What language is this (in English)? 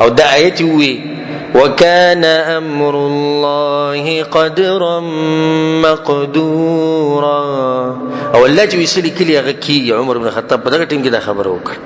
Pashto